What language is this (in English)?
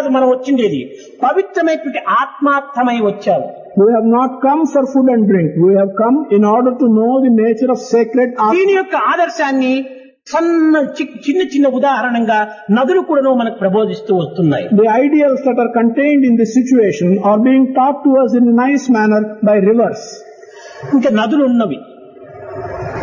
Telugu